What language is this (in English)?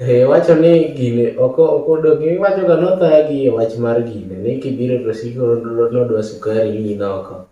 Luo (Kenya and Tanzania)